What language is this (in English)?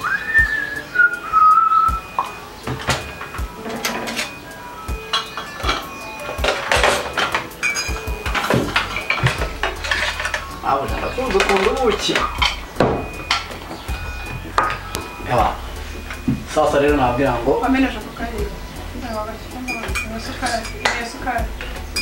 Kinyarwanda